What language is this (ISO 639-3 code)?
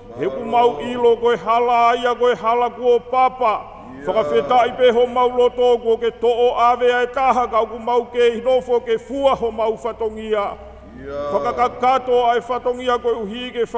ton